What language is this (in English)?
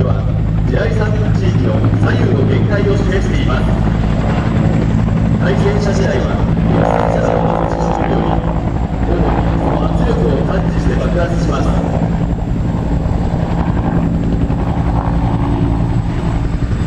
Japanese